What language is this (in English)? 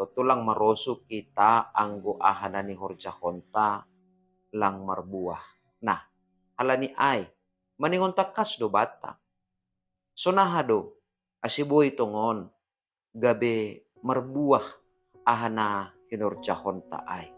Batak Simalungun